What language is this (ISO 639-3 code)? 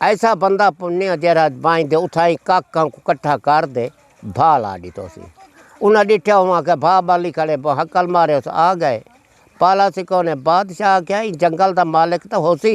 skr